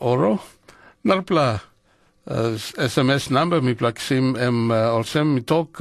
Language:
Tok Pisin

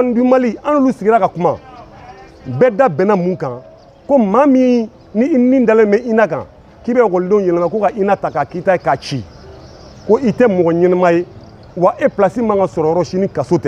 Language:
Bambara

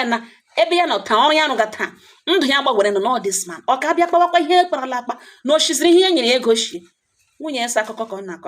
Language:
Igbo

